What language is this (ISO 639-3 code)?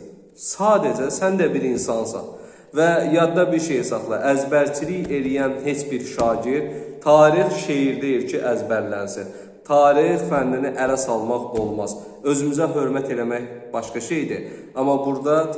aze